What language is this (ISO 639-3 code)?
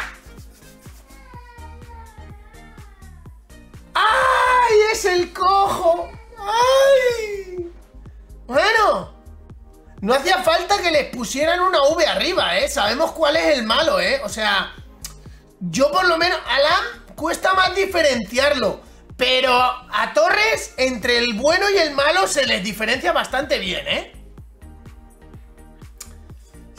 spa